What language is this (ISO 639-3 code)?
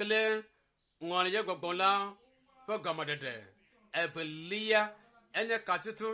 ewe